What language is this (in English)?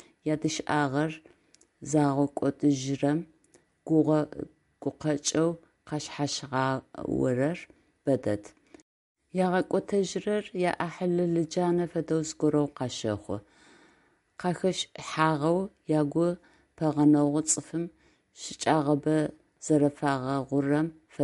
Adyghe